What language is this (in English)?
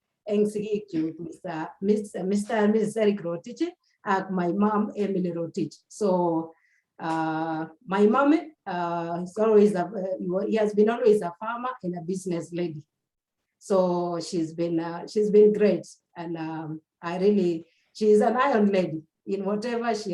Kalenjin